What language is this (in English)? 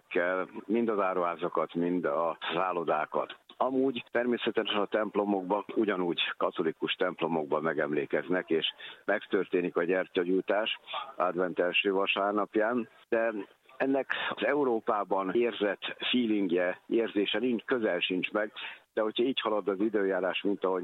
Hungarian